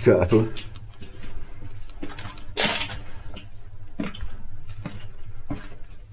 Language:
Italian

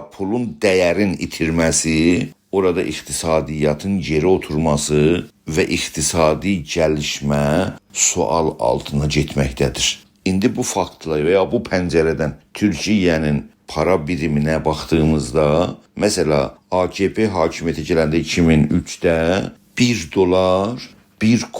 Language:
South Azerbaijani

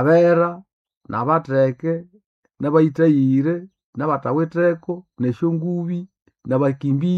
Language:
Nande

